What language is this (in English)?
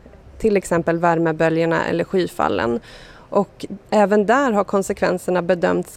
Swedish